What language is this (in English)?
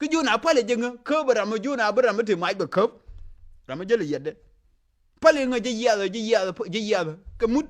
Nuer